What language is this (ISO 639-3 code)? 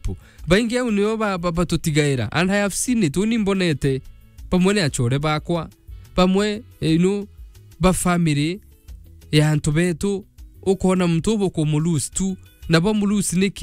mer